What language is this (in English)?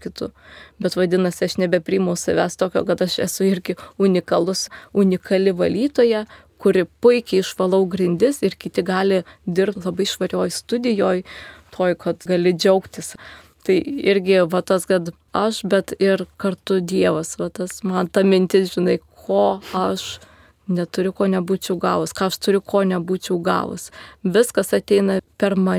Lithuanian